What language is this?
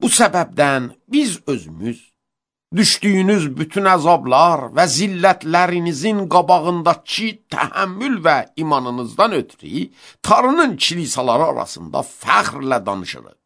Azerbaijani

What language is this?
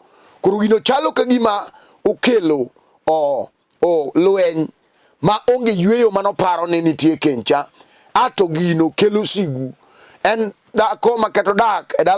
Luo (Kenya and Tanzania)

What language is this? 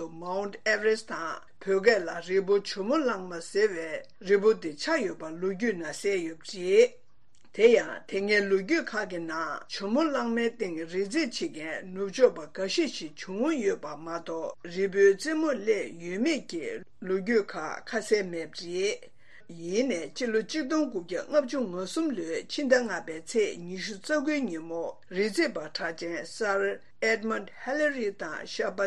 Tibetan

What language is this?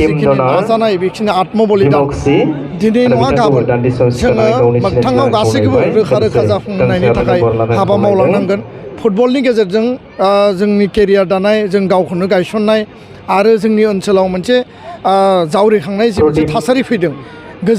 Bodo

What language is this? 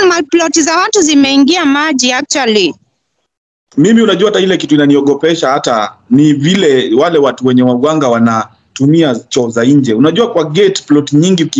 Swahili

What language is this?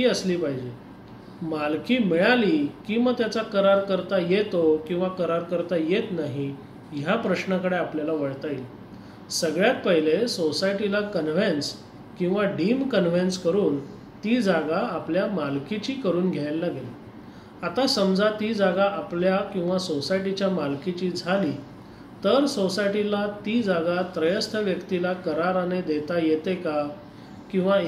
Marathi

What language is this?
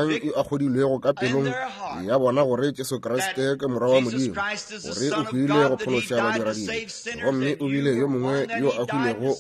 Northern Sotho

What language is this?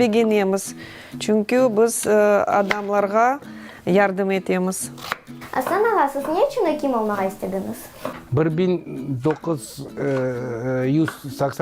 Crimean Tatar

